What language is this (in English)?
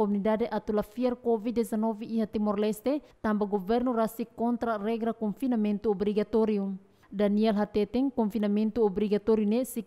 Tetum